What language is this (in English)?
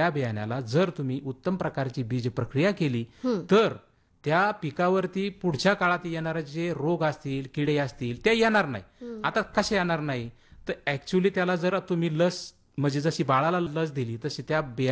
Marathi